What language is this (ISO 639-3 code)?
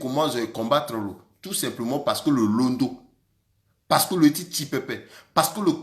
sag